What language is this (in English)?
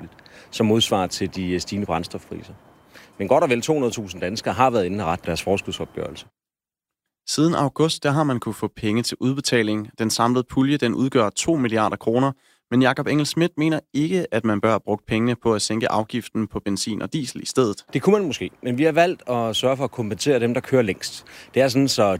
Danish